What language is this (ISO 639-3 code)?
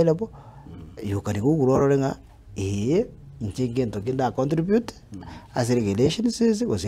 guz